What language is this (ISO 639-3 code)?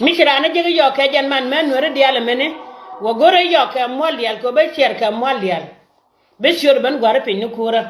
nus